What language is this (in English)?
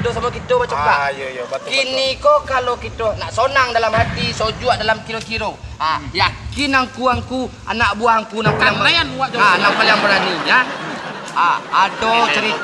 Minangkabau